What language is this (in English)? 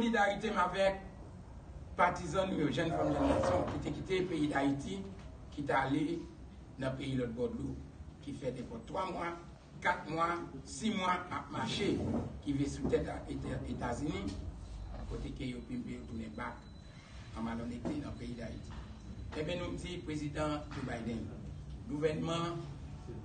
Haitian Creole